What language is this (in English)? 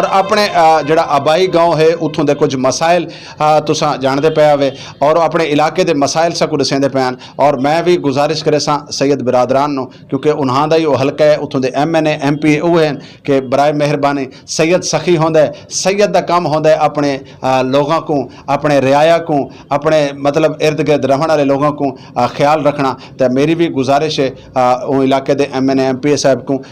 Saraiki